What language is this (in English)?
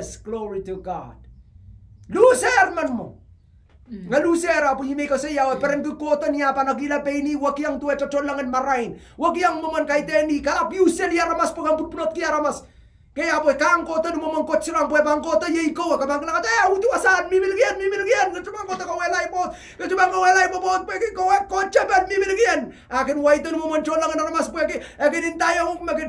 Pohnpeian